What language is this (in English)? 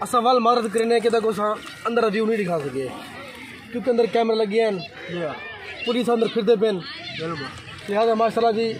Saraiki